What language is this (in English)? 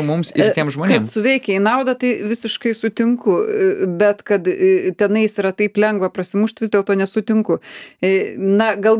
Lithuanian